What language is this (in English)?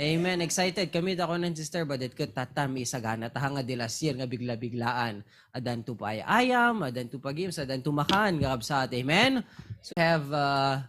Iloko